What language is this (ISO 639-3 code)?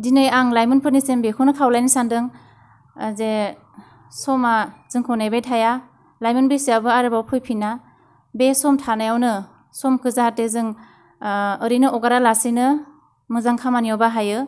brx